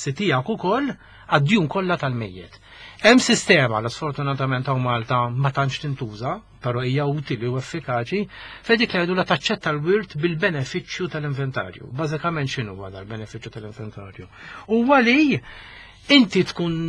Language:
Maltese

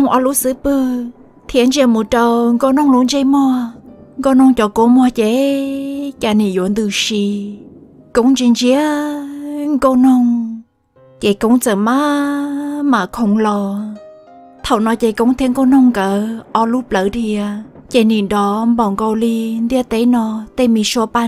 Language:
Hmong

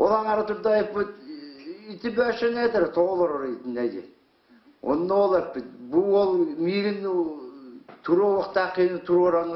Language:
Yakut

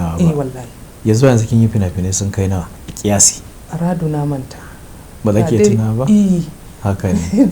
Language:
Hausa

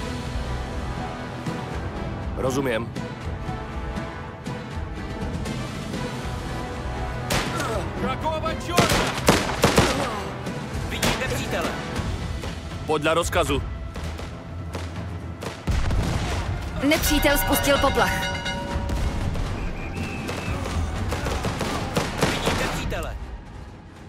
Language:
Czech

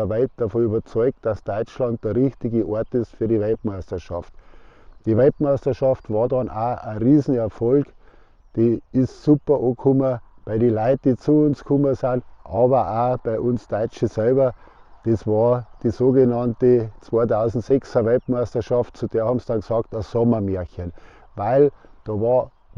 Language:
Bavarian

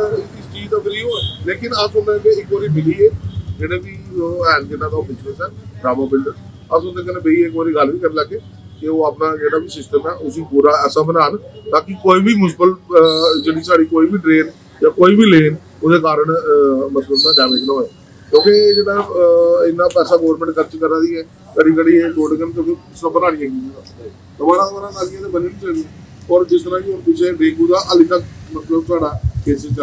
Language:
Dogri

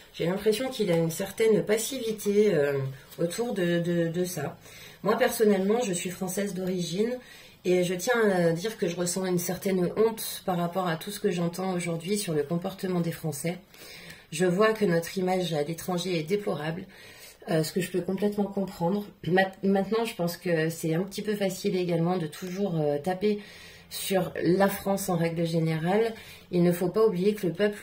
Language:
French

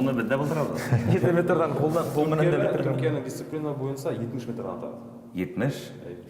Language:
Bashkir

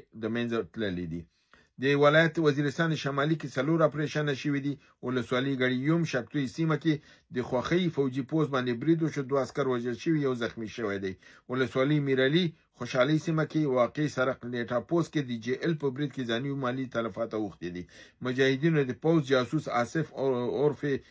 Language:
Pashto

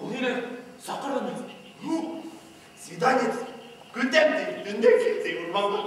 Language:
Bashkir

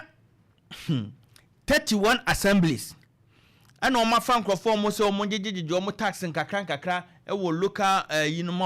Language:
Akan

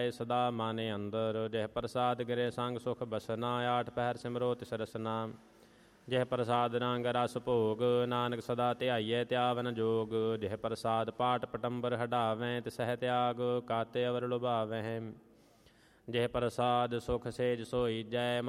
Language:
Punjabi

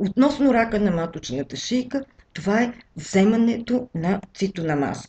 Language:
Bulgarian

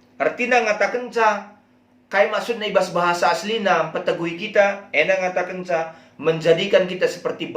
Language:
Batak Karo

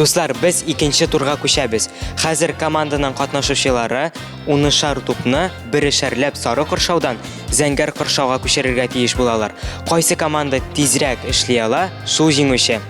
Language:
Tatar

